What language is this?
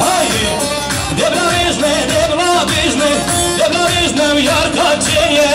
Kurdish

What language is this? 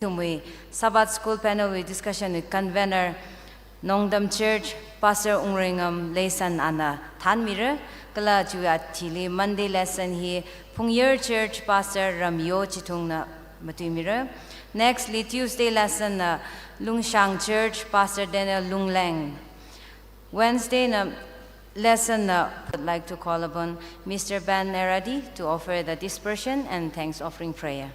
Tangkhul Naga (India)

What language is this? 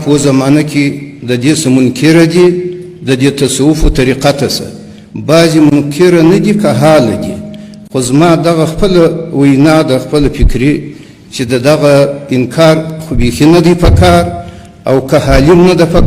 Pashto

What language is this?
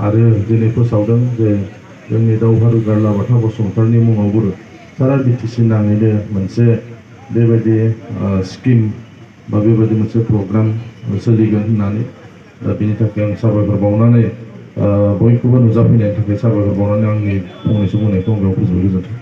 Bodo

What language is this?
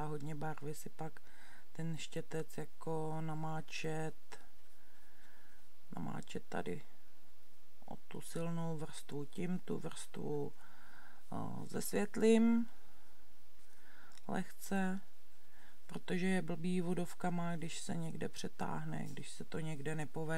Czech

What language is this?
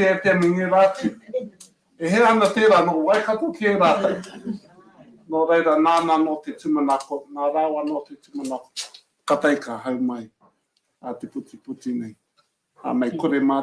Māori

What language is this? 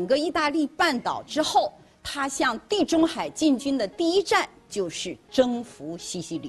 Chinese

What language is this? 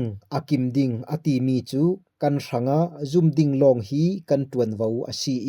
Falam Chin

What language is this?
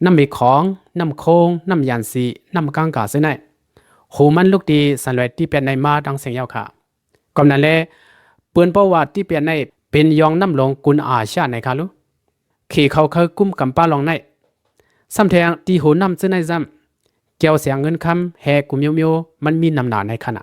Shan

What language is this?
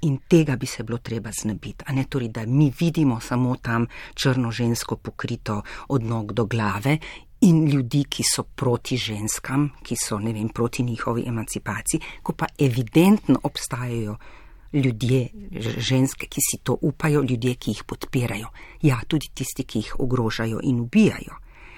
Slovenian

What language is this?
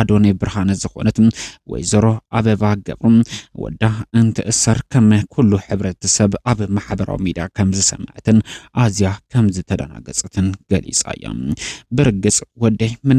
Tigrinya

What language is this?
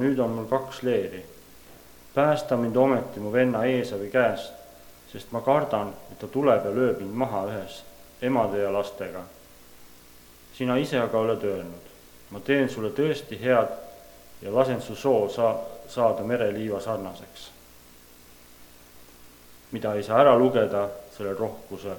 Estonian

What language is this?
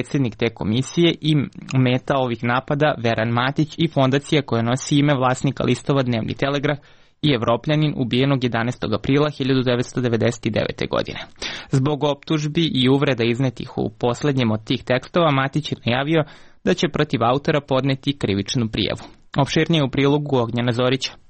Serbian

